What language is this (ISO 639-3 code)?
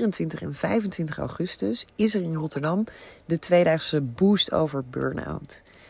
nld